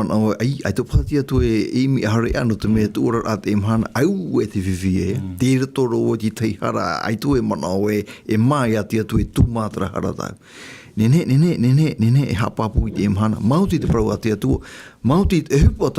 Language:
Tahitian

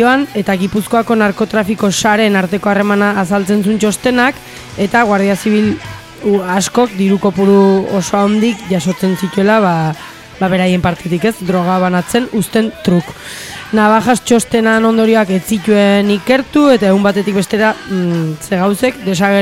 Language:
Basque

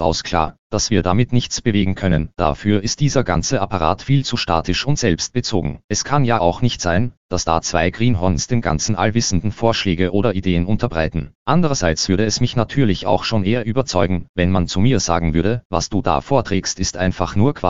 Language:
German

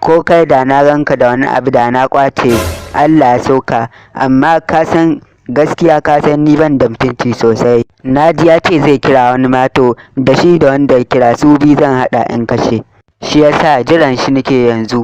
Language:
Hausa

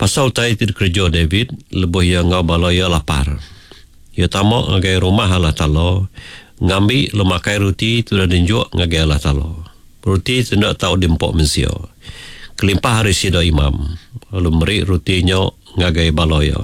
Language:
Iban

